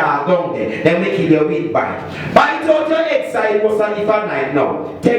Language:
Jamaican Creole English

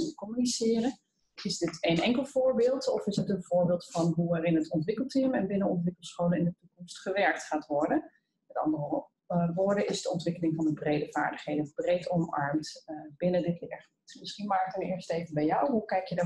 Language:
Dutch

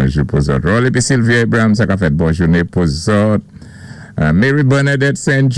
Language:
Saint Lucian Creole French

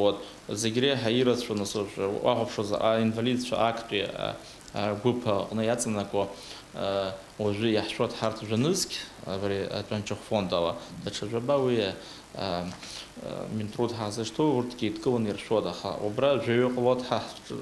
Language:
Abkhazian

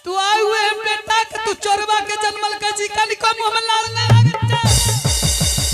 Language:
Angika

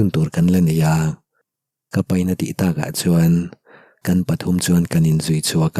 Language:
Mizo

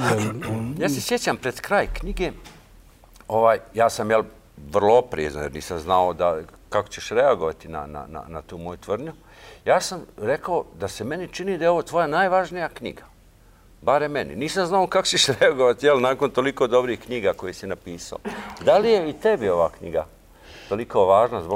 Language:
Bosnian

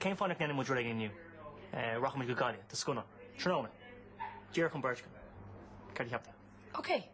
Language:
Irish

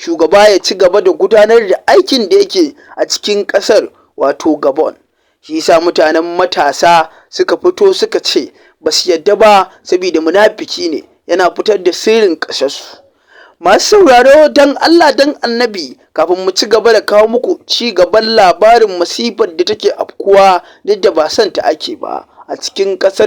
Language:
Hausa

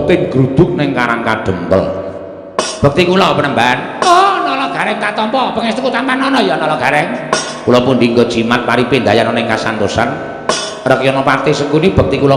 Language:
Javanese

